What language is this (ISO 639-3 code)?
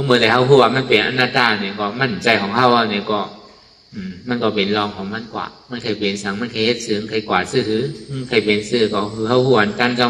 shn